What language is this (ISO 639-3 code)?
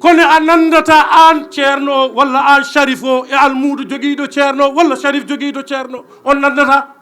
ful